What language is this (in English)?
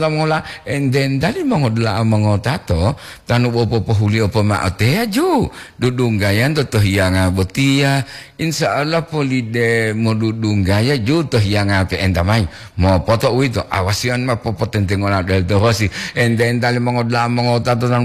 Gorontalo